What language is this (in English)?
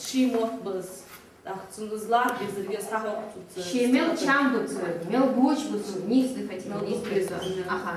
Ingush